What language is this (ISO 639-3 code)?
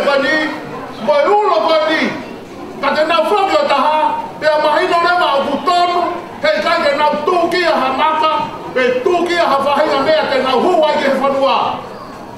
ton